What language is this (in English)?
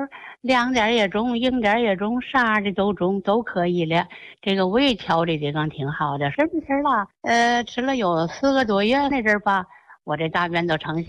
Chinese